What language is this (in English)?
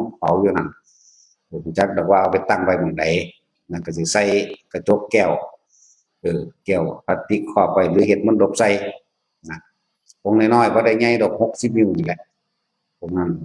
Northeastern Thai